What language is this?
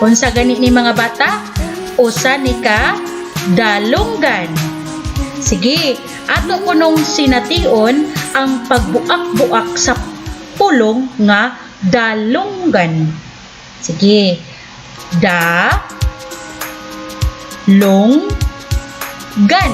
Cebuano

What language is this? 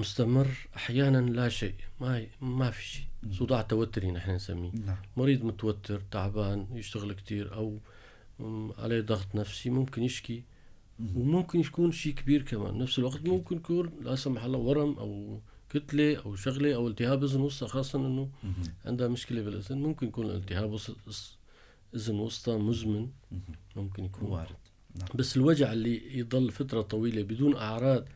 North Levantine Arabic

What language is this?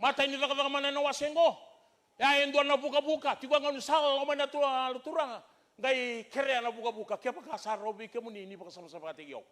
Fijian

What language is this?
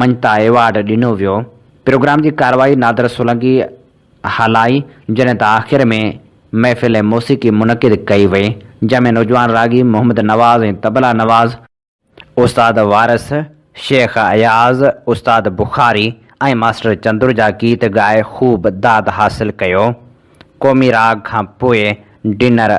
Sindhi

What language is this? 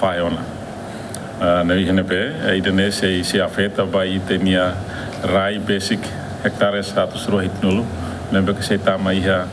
Tetum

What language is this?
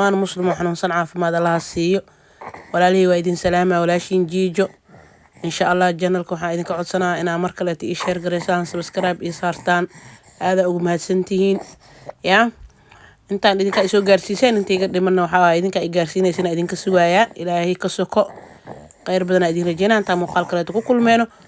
Somali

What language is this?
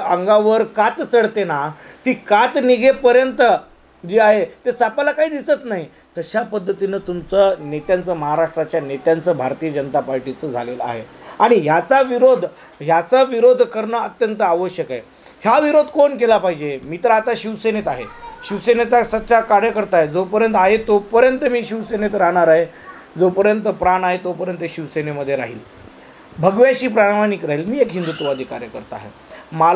Marathi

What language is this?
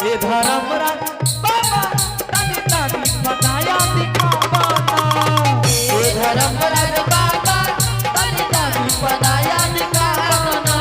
Angika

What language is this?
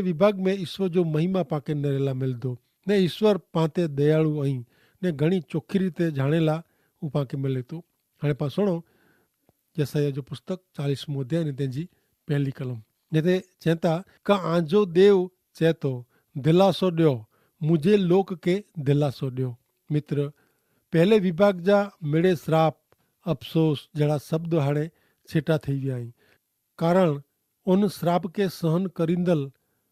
Kachhi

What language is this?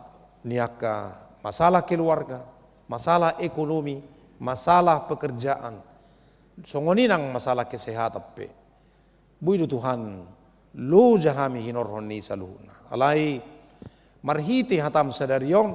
Batak Toba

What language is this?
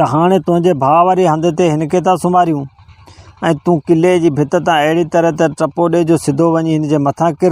Sindhi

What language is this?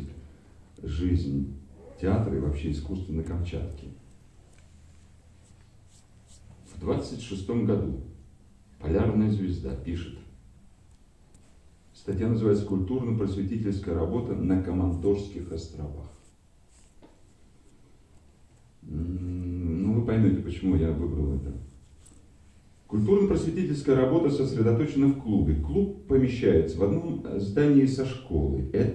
Russian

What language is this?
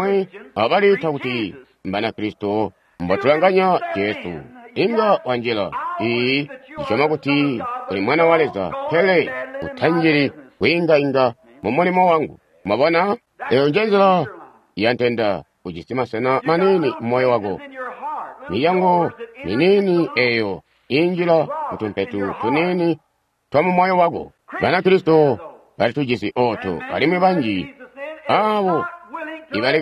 Tonga (Zambia)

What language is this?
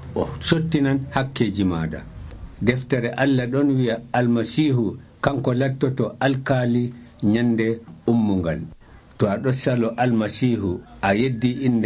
Nigerian Fulfulde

